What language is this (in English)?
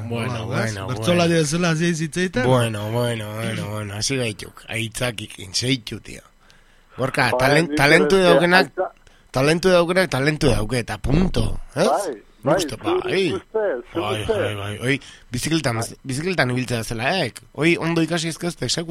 Basque